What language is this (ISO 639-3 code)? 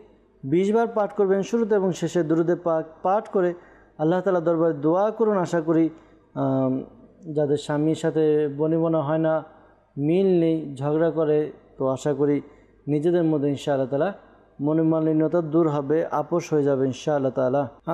ben